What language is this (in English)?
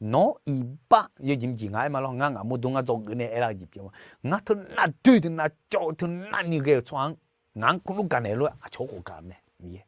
Akha